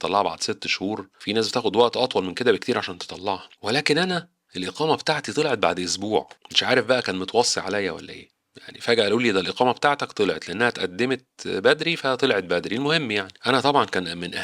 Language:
Egyptian Arabic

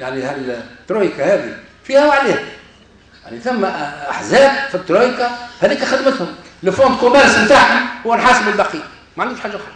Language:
Tunisian Arabic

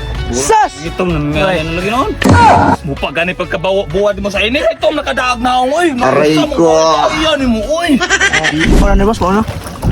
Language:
Cebuano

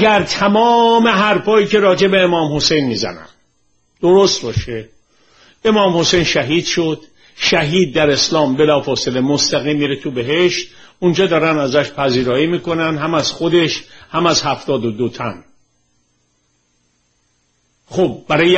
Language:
Persian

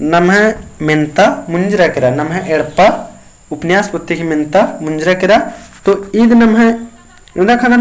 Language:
Kurukh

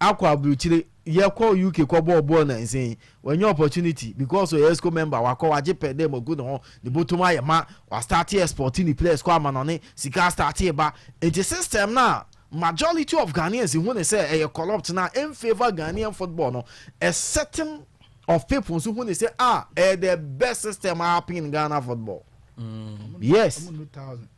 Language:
Akan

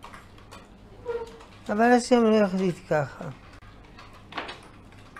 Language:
Hebrew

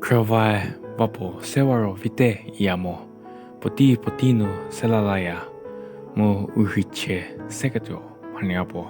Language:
Angami Naga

